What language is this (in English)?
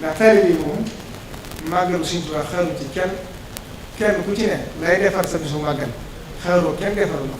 Wolof